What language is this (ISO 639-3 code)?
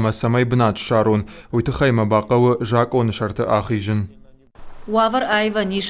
oss